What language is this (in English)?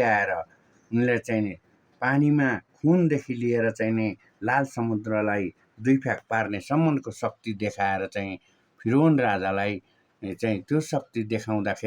Nepali